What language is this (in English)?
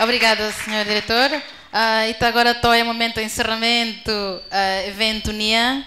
Tetum